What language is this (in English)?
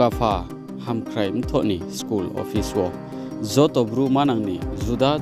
Riang (India)